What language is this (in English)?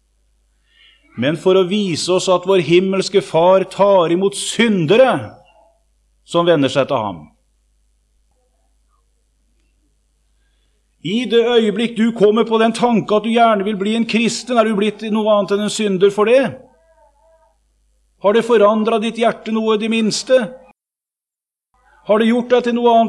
Norwegian